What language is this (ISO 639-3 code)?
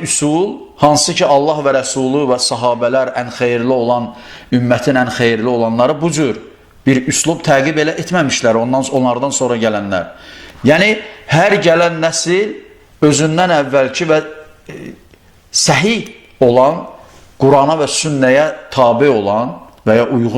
aze